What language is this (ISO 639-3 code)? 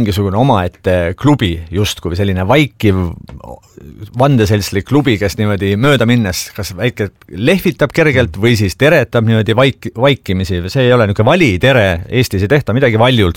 est